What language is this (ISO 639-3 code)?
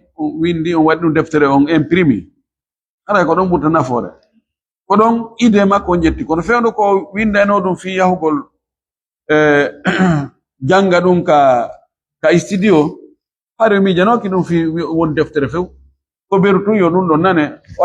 ful